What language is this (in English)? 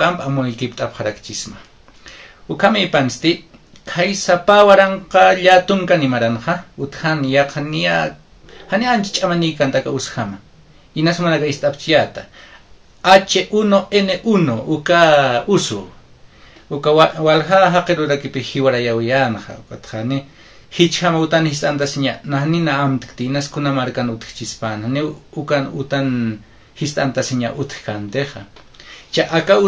Aymara